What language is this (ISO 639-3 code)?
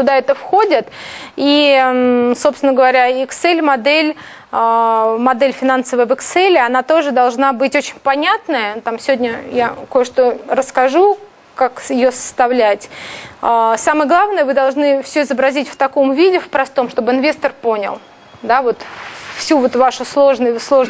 rus